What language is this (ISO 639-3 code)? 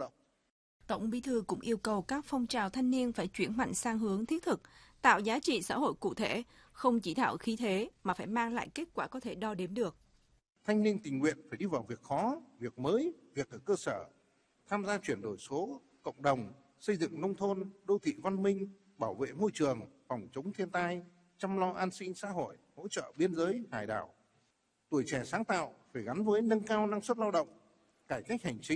vie